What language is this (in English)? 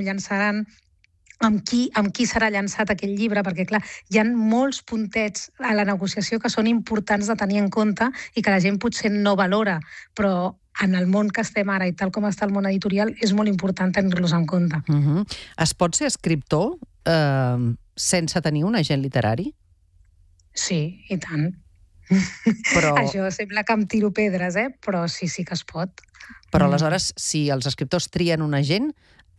Catalan